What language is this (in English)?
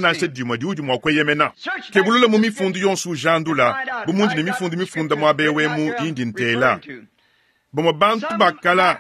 Luba-Lulua